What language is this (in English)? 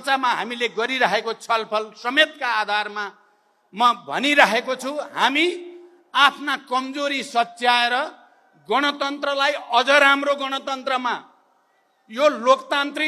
Nepali